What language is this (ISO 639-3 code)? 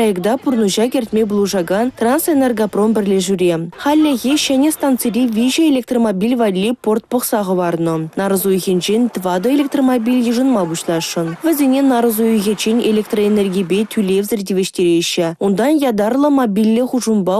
chv